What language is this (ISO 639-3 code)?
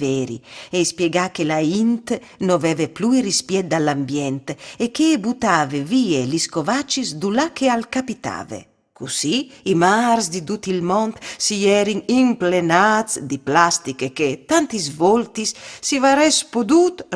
fur